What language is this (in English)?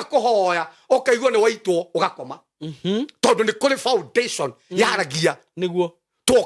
Kikuyu